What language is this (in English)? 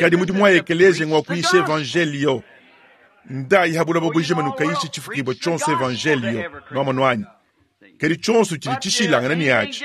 Luba-Lulua